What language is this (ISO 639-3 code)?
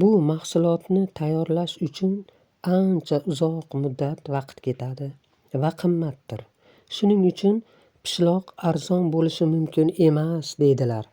uzb